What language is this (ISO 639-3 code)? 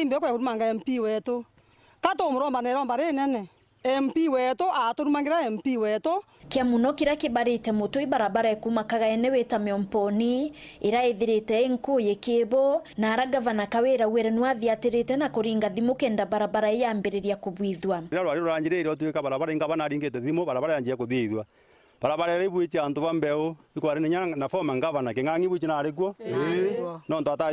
mer